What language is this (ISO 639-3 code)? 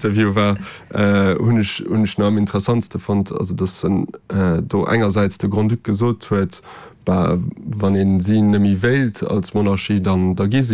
ltz